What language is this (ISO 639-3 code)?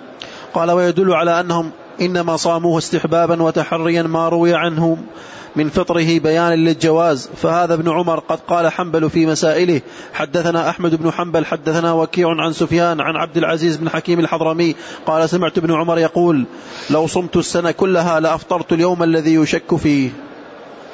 ara